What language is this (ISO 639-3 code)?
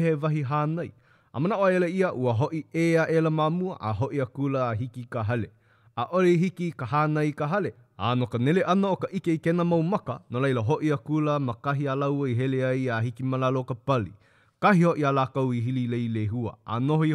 haw